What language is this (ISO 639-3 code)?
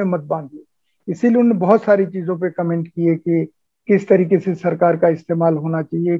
hin